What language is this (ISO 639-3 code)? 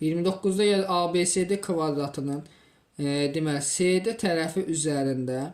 aze